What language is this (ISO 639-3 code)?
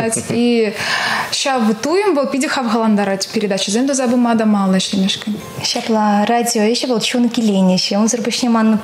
chv